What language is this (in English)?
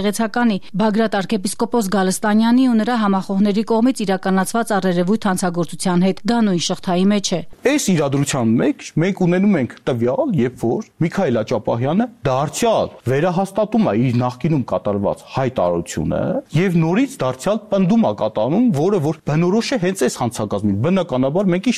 Armenian